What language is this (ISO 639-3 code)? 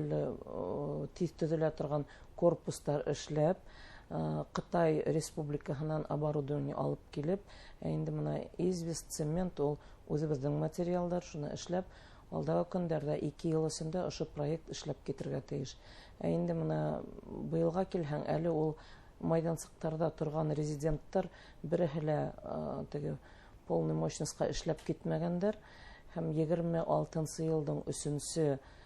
bak